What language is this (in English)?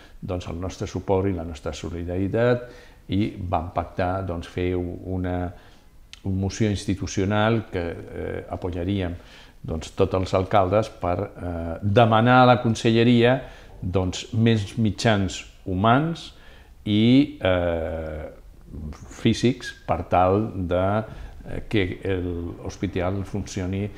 Catalan